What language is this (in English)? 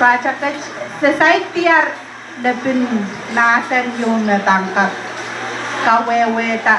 Pohnpeian